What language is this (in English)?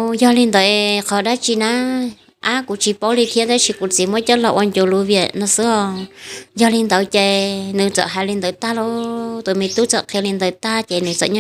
Hmong